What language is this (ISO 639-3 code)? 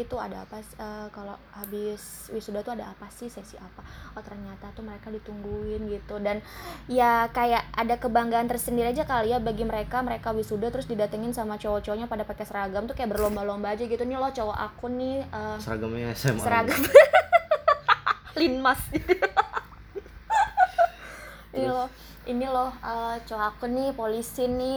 ind